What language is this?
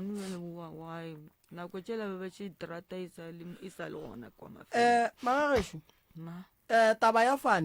Northern Sotho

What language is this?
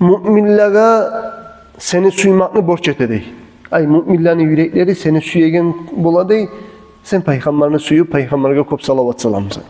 Kumyk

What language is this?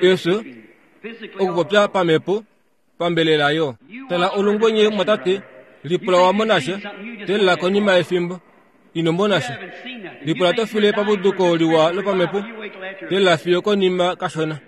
Kuanyama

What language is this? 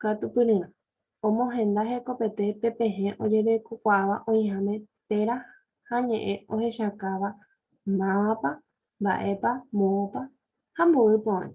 Guarani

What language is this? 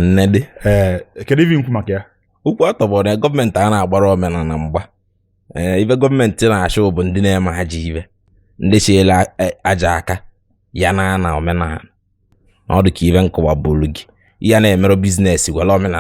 Igbo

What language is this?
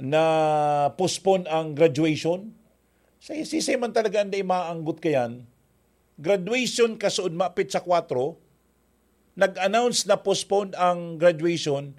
Bikol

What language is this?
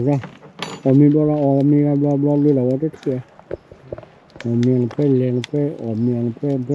S'gaw Karen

